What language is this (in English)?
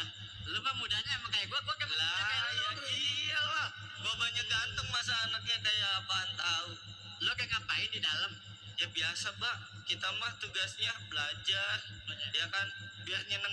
Betawi